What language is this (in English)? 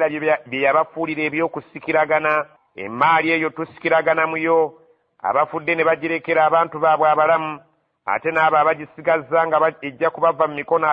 Ganda